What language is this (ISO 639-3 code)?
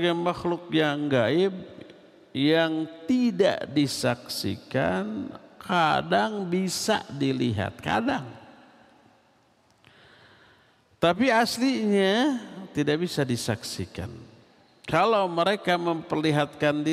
ind